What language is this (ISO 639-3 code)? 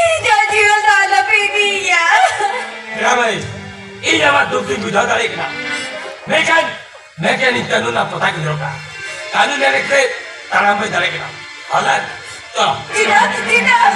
sat